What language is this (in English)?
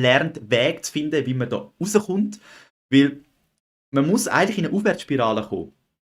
Swiss German